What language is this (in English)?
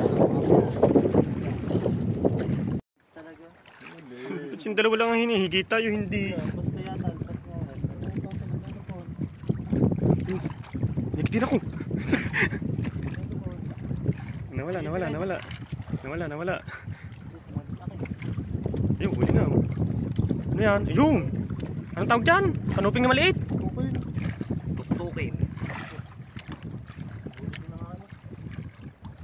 Filipino